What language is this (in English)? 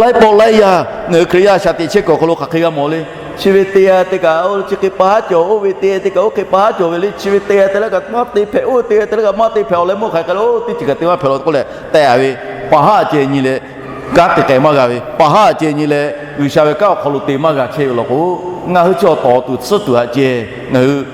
Lahu